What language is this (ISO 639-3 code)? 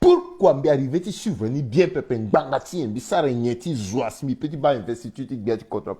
sag